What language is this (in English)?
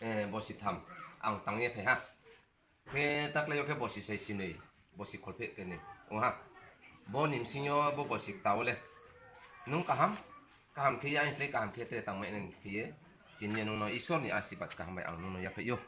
Riang (India)